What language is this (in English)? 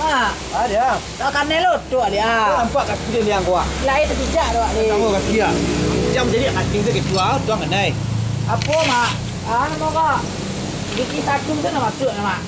Minangkabau